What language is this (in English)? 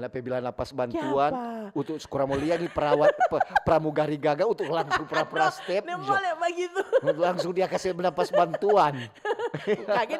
Manado Malay